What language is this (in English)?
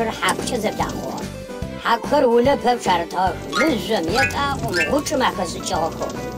Adyghe